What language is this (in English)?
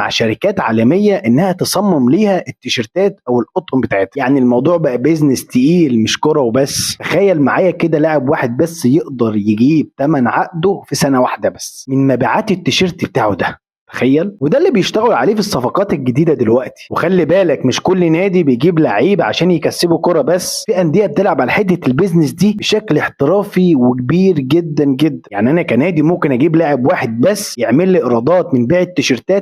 Egyptian Arabic